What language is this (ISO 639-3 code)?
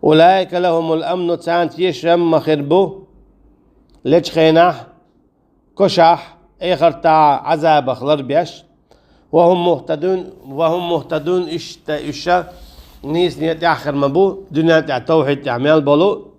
che